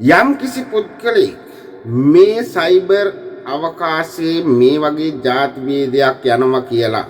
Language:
Sinhala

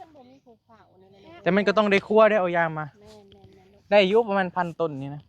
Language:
Northeastern Thai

